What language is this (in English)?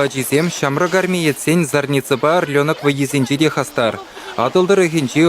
Chuvash